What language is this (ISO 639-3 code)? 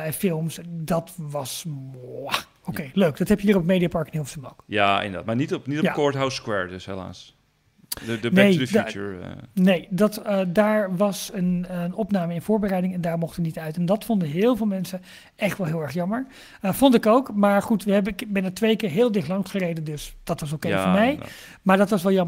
nld